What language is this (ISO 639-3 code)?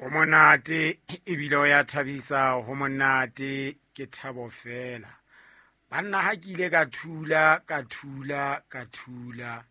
sot